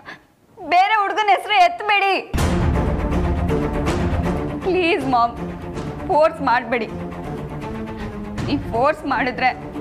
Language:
Kannada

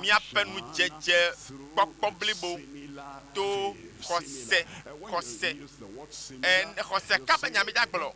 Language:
Ewe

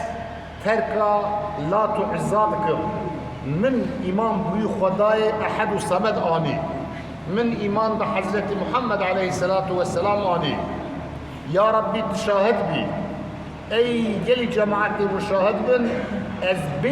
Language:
Kurdish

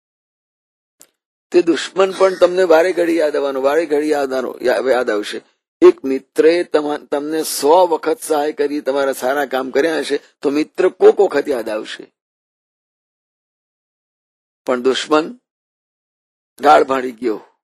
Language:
Gujarati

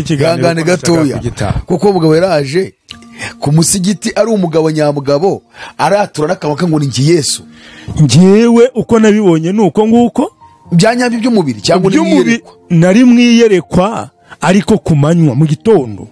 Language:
Kinyarwanda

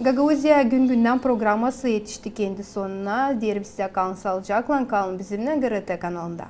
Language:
Gagauz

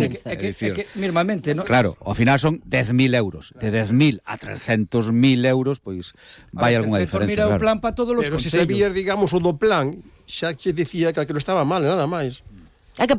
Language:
Galician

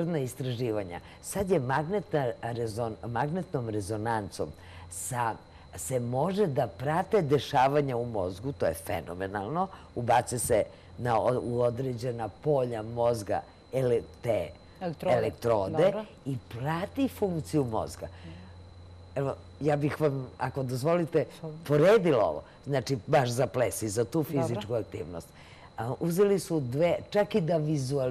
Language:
Serbian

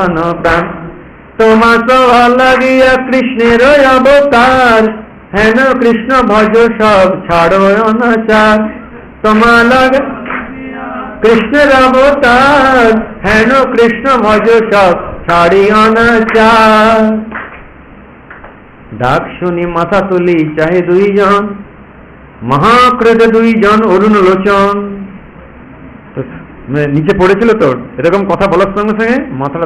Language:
Bangla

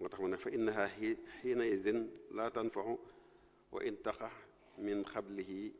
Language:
Wolof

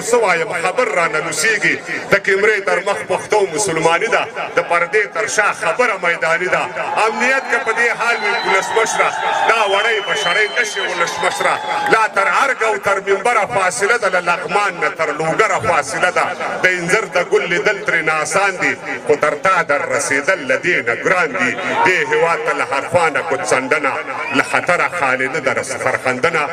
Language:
Pashto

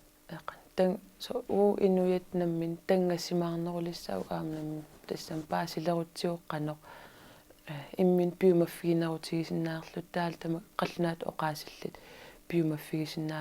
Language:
Kalaallisut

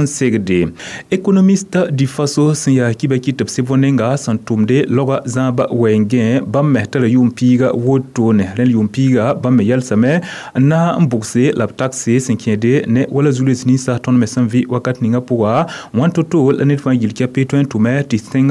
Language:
Mossi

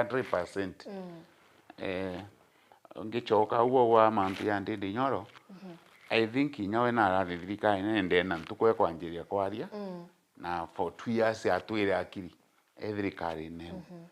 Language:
Meru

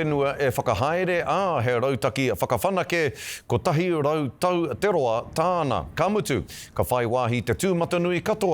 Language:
Māori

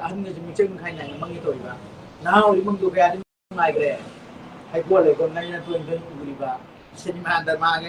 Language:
Manipuri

